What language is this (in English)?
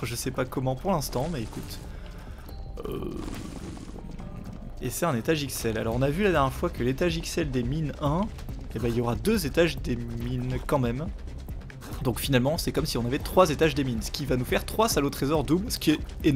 French